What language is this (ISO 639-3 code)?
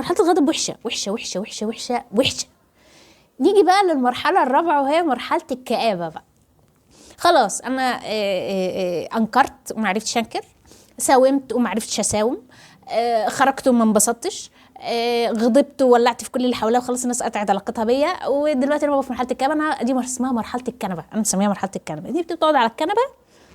arz